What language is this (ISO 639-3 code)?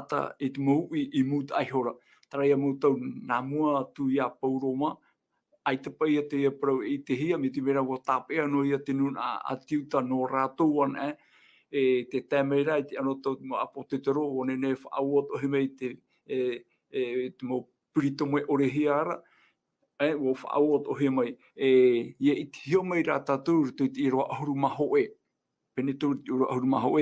tah